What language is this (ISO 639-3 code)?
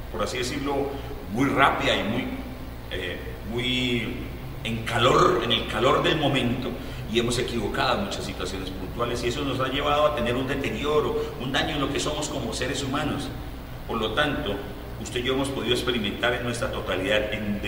spa